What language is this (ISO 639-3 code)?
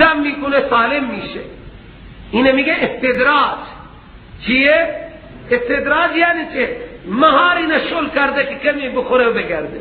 fas